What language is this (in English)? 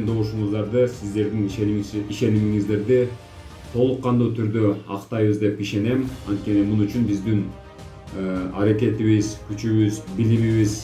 Kyrgyz